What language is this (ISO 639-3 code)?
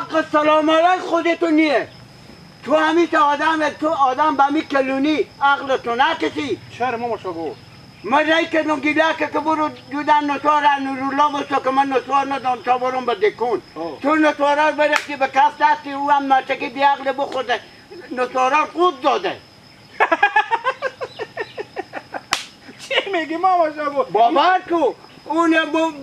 fas